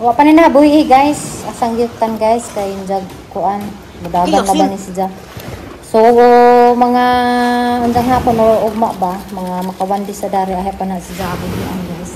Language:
Cebuano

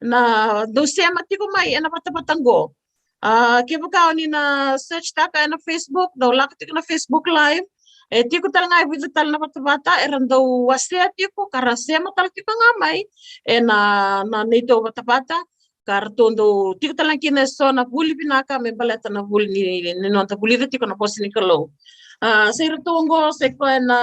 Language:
Fijian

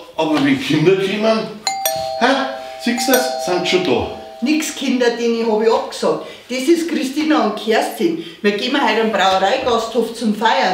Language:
Bavarian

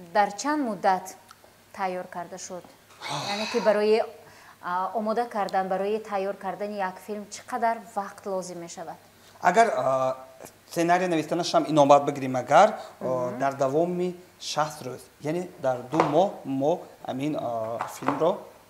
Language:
Tajik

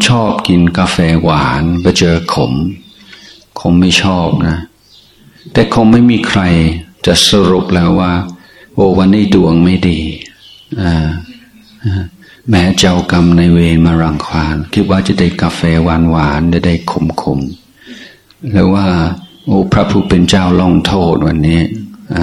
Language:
Thai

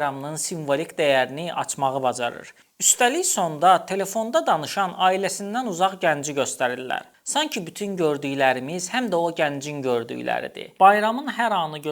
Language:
Azerbaijani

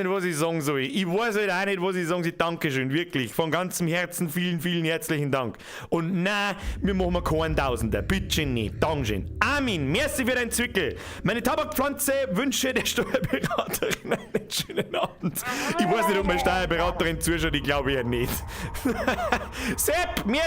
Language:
Bavarian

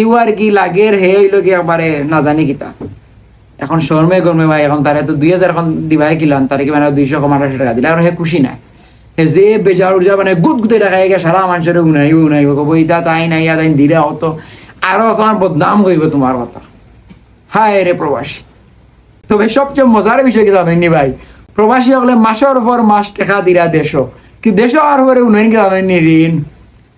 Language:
Sylheti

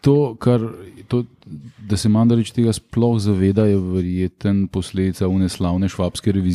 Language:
Slovenian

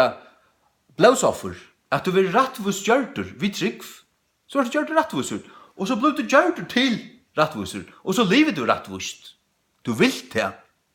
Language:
Faroese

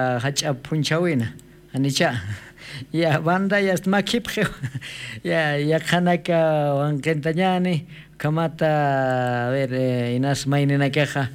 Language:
Aymara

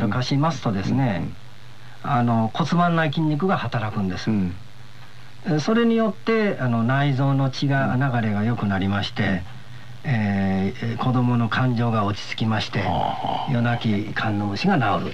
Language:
Japanese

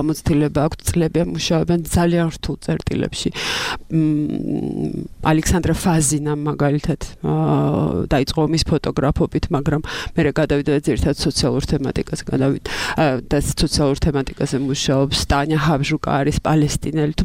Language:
Georgian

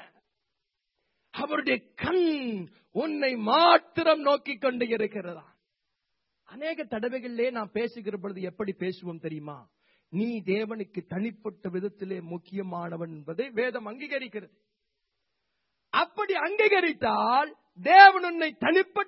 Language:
Tamil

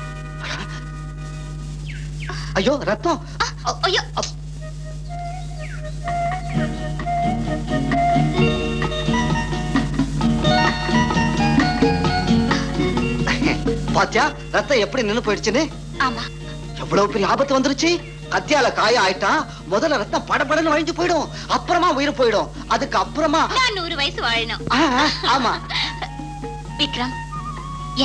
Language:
Tamil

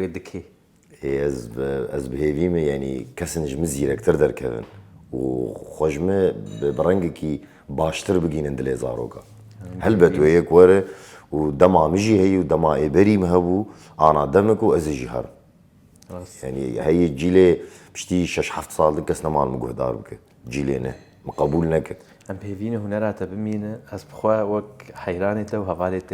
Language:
Kurdish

